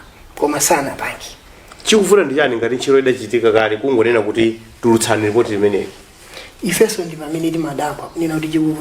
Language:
Nyanja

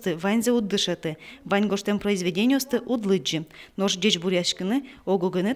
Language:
Udmurt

